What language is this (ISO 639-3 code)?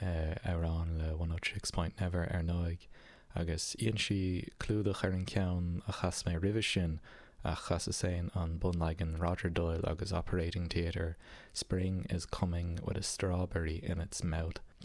gle